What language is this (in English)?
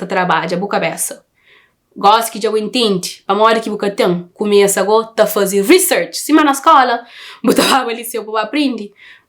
Kabuverdianu